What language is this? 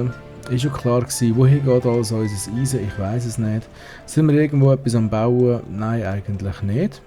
Swiss German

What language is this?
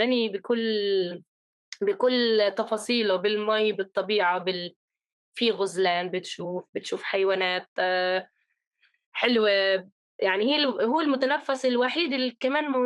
North Levantine Arabic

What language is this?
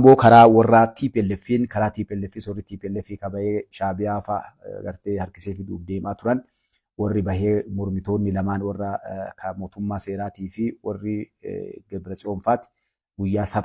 Oromo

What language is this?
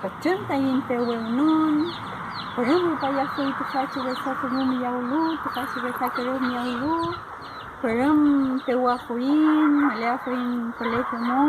Mapuche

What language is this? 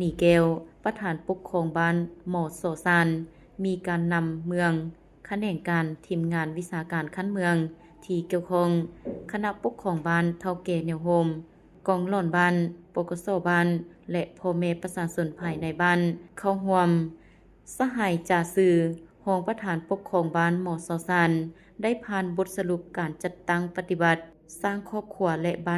Lao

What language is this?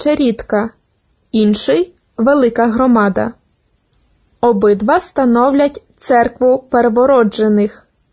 Ukrainian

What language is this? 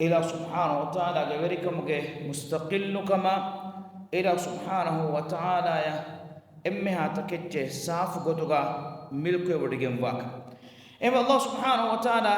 Divehi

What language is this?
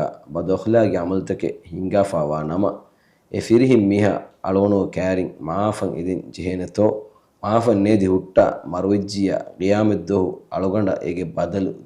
Divehi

